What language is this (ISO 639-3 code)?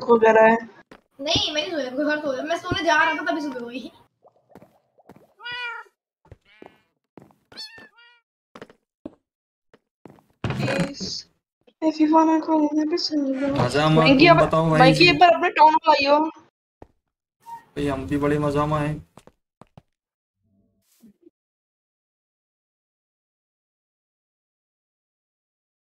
hin